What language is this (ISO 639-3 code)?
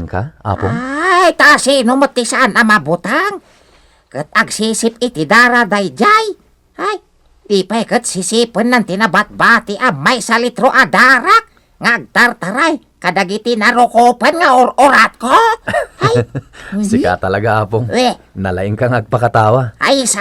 ilo